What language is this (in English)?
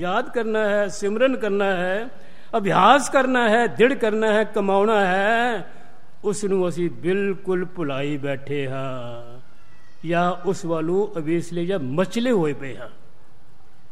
Punjabi